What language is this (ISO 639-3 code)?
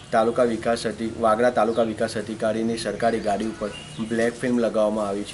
guj